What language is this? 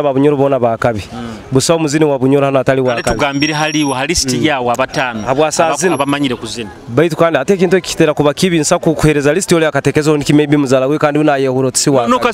Nyoro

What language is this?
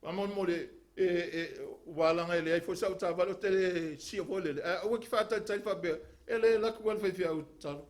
Samoan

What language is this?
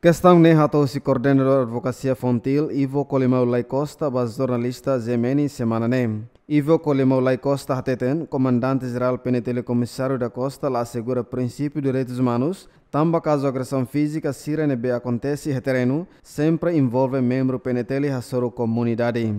Tetum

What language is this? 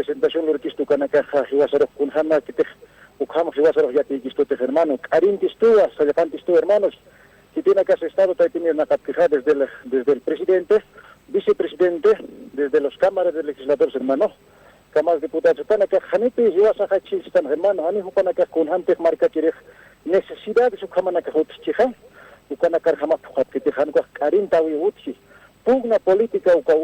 Aymara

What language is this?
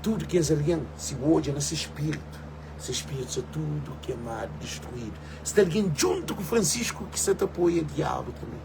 Kabuverdianu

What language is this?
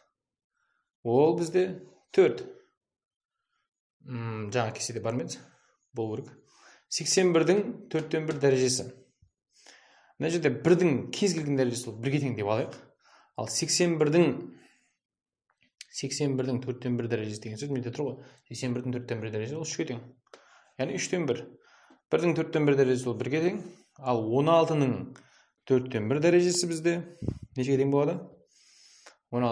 Kazakh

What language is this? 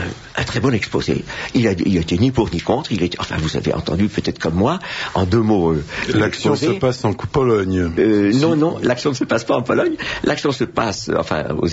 French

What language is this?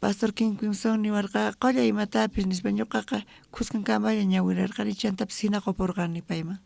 South Bolivian Quechua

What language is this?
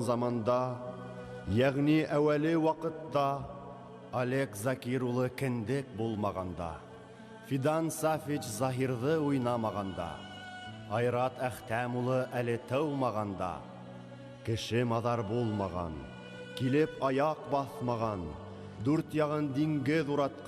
Bashkir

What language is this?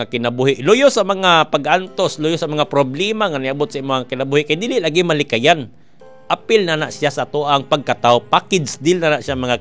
Cebuano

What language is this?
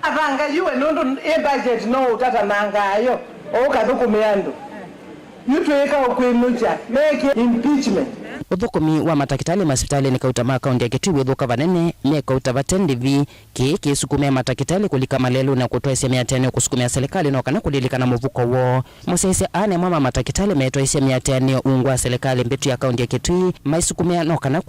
Kamba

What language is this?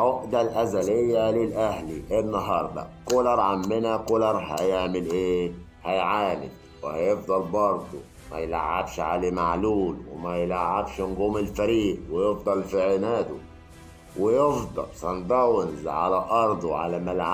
Egyptian Arabic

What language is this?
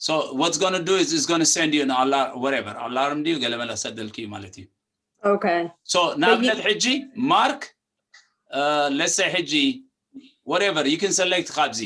Tigrinya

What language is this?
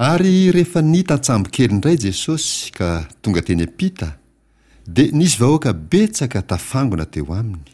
Malagasy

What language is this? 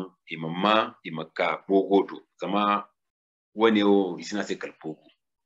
Zarma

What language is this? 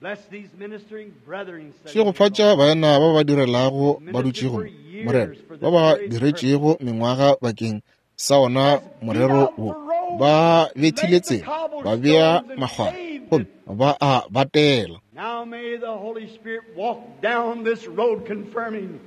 Northern Sotho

